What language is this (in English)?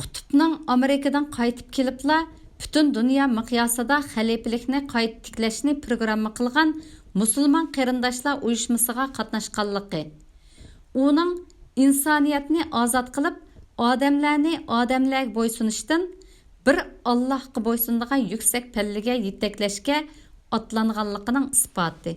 Uyghur